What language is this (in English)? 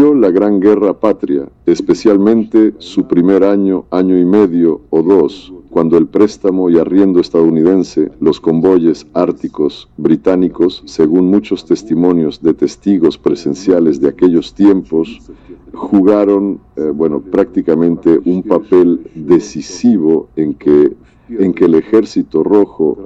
Spanish